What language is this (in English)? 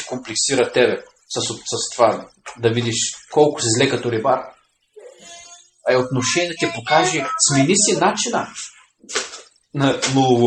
Bulgarian